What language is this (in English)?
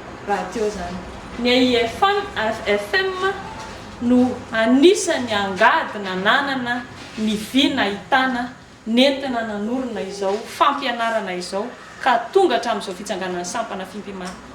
Malagasy